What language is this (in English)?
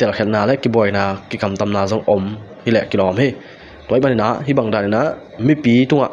Tedim Chin